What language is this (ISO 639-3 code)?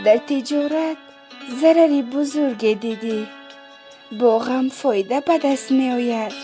tgk